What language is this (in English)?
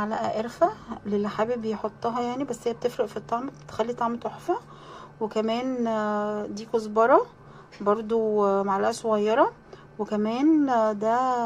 Egyptian Arabic